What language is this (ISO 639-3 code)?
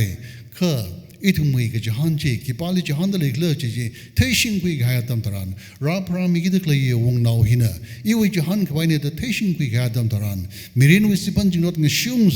nmf